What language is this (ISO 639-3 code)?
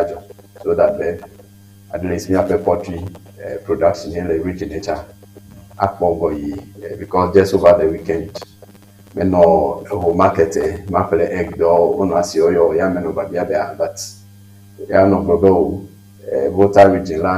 ewe